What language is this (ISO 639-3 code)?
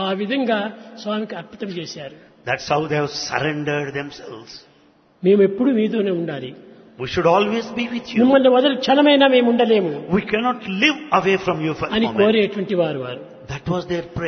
tel